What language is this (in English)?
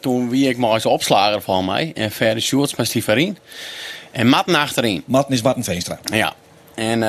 Western Frisian